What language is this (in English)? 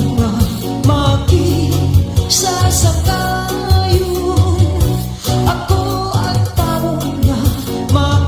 Waray